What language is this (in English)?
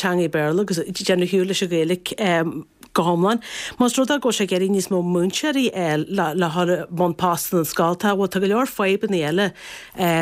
Irish